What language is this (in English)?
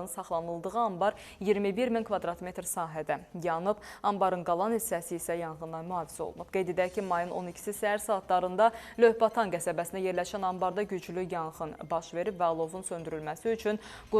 Azerbaijani